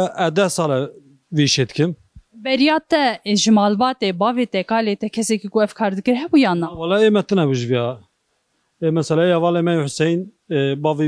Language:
Kurdish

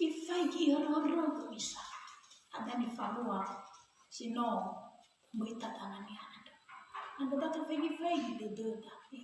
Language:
Nias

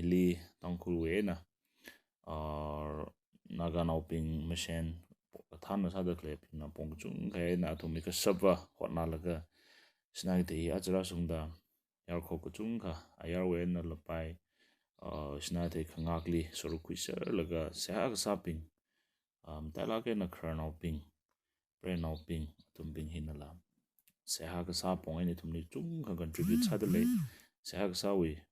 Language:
Tangkhul Naga (India)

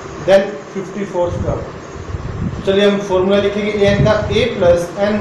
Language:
Hindi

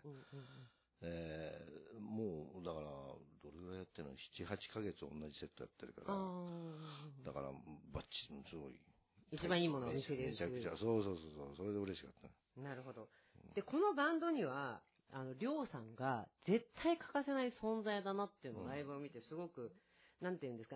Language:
Japanese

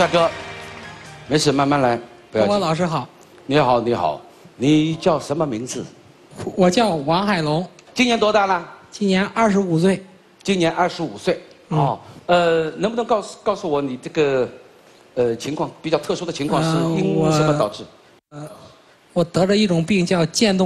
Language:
Chinese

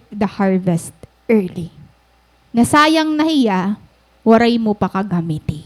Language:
Waray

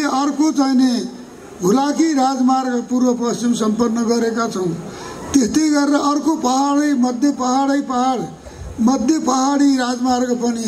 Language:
Nepali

